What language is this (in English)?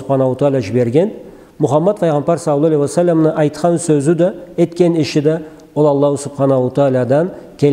Karachay-Balkar